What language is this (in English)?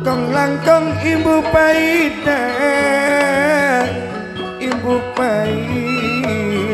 Madurese